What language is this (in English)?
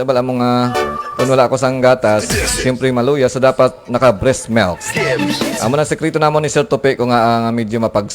Hiligaynon